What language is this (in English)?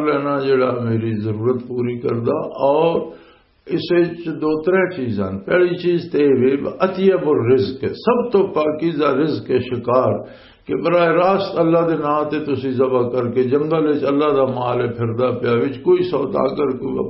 Western Panjabi